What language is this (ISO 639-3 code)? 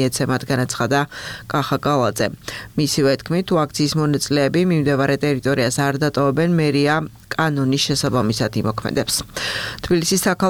kat